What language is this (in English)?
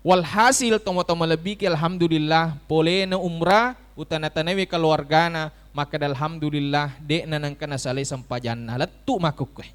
Buginese